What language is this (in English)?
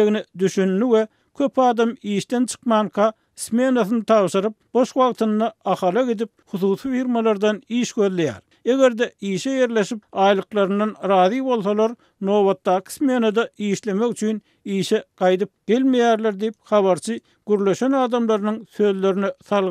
Turkmen